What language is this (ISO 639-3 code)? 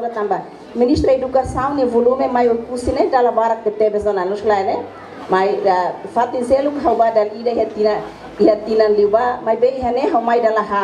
tet